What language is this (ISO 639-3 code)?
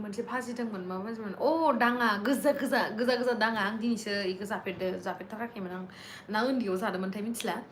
brx